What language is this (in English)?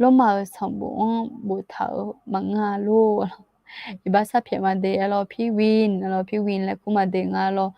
Akha